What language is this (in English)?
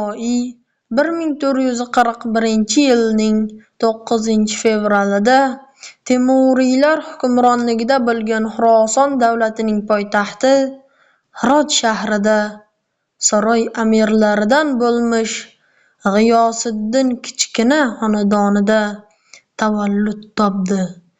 Uzbek